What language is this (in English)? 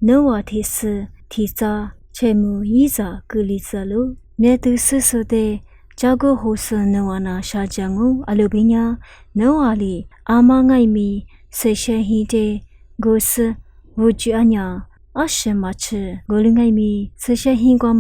Lisu